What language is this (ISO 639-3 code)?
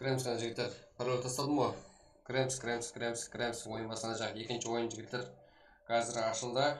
kaa